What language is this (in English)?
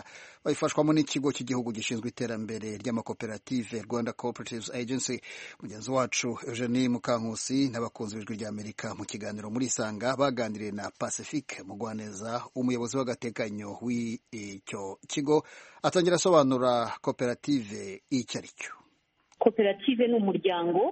Kinyarwanda